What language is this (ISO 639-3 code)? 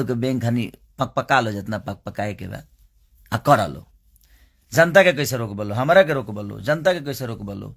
bho